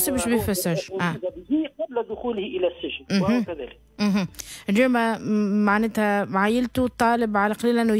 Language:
Tunisian Arabic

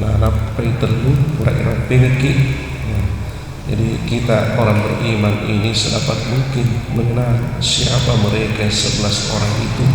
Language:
Buginese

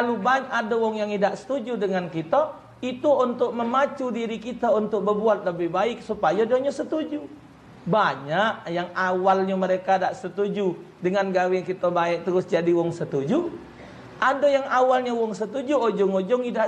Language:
Musi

